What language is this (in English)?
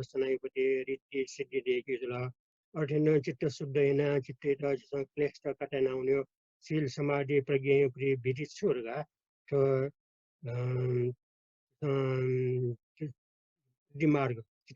Newari